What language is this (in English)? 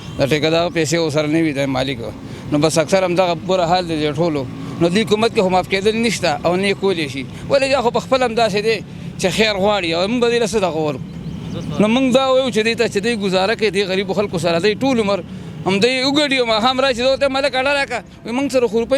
Pashto